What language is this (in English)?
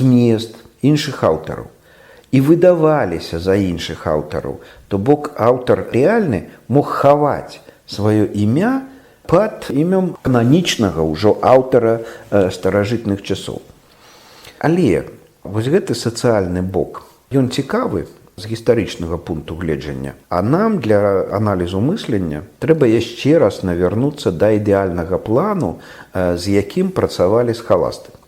Belarusian